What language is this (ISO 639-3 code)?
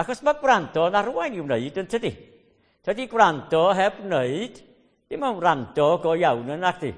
cym